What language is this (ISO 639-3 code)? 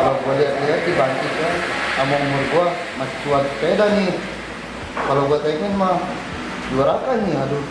bew